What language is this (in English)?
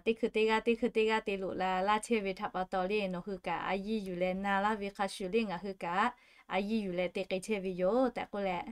Lahu